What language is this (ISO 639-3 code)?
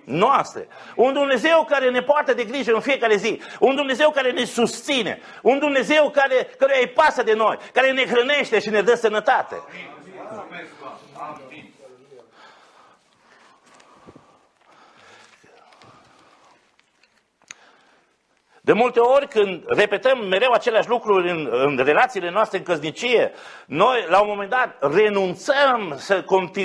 ron